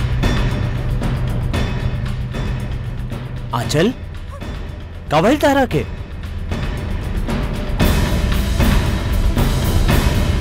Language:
Bhojpuri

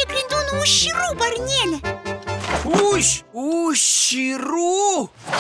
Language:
Chuvash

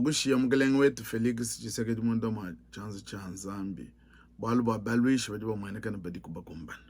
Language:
Luba-Lulua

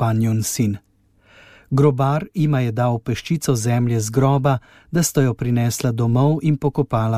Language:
Slovenian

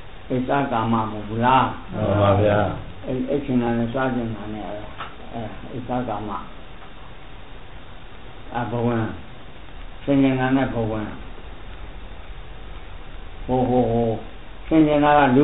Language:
Burmese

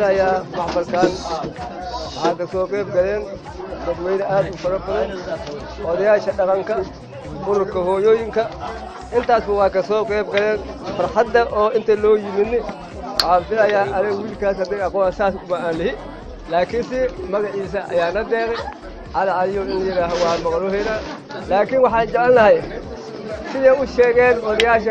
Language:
Somali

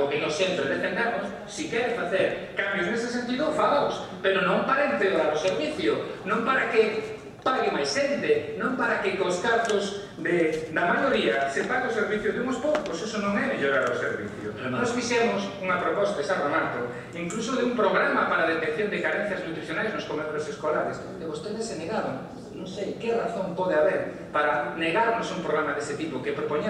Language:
Galician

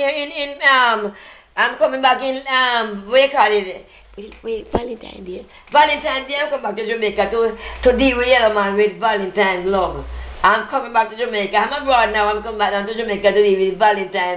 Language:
Jamaican Creole English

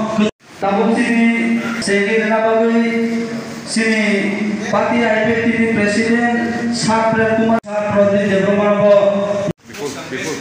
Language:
Kok Borok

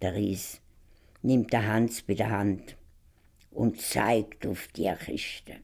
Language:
Swiss German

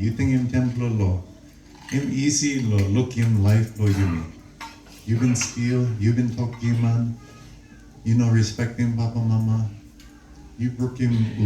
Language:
Tok Pisin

